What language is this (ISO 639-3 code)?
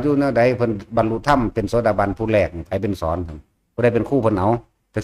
tts